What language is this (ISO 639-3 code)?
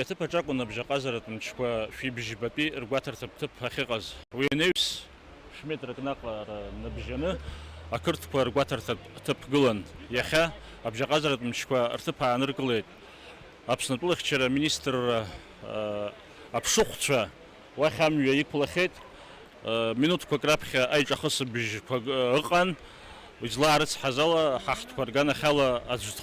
abk